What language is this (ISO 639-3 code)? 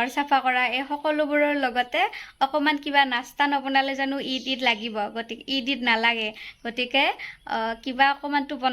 asm